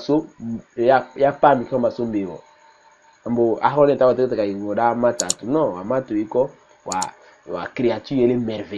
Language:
Tetela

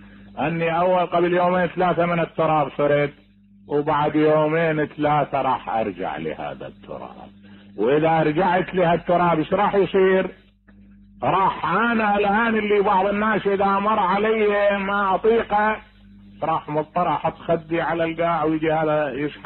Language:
Mesopotamian Arabic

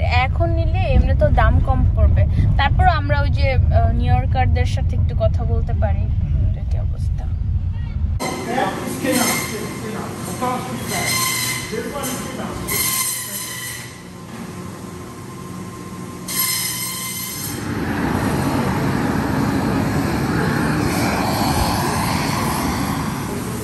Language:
Bangla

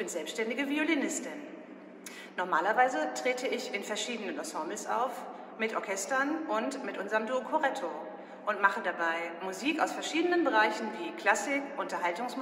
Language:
German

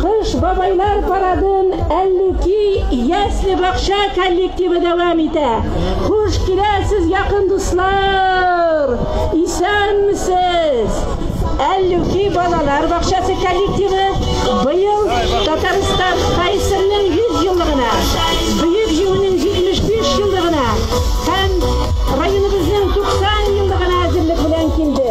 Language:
Tatar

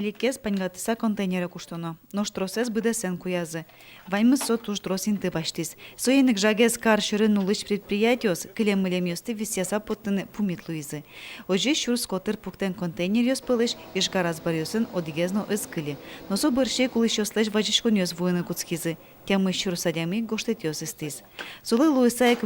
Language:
Udmurt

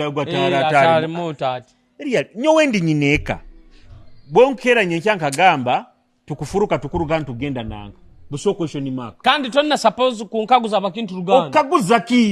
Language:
Nyoro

